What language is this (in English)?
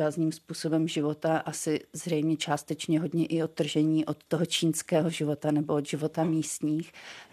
Czech